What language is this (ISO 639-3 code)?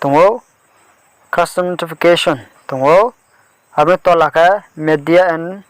ria